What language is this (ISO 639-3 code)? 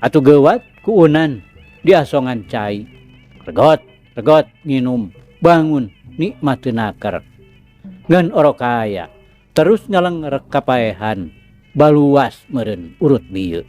sun